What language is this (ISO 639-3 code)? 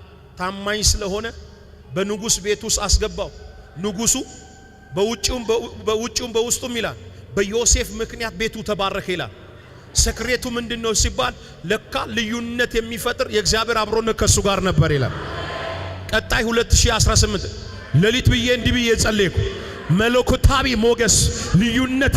amh